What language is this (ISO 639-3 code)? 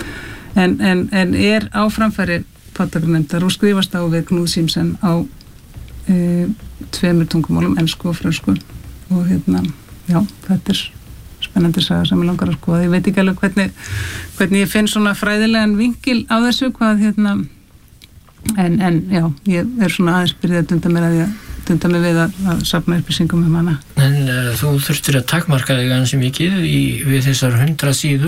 isl